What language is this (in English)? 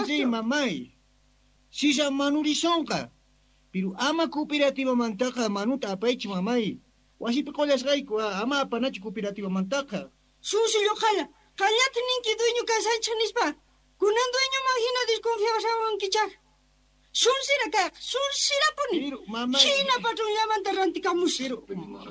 Quechua